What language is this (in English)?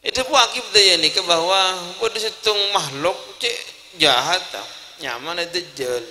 Madurese